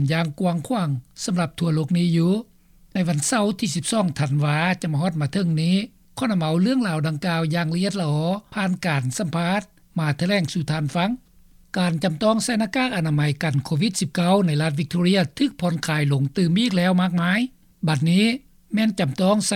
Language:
Lao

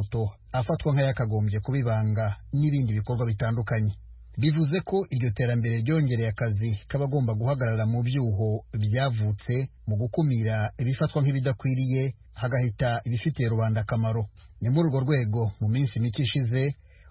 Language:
Kinyarwanda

